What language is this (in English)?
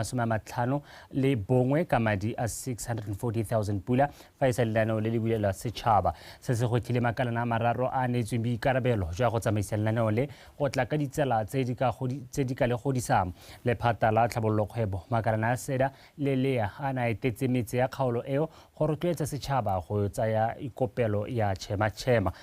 Tswana